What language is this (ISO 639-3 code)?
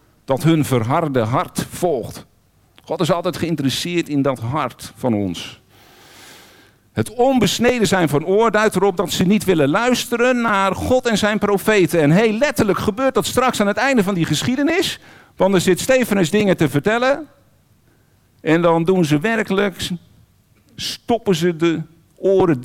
nld